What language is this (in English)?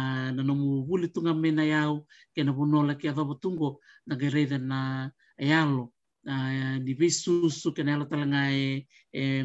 Fijian